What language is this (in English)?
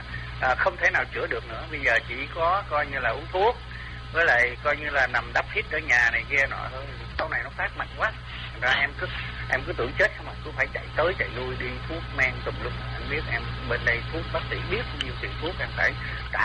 Vietnamese